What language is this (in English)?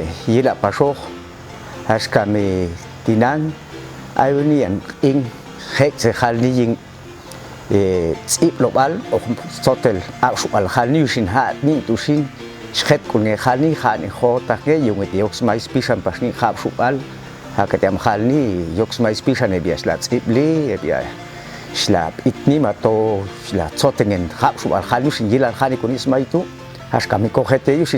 Popti'